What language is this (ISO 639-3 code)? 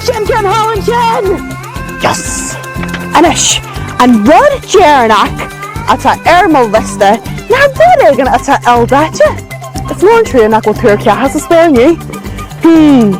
gle